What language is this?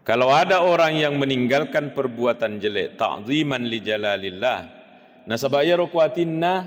Buginese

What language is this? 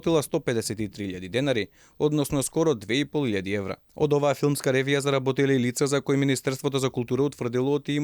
Macedonian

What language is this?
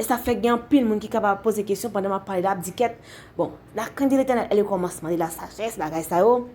Haitian Creole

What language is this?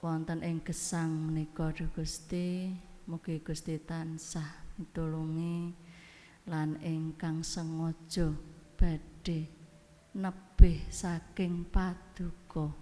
Javanese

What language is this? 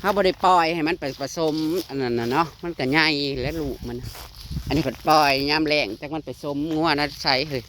Northeastern Thai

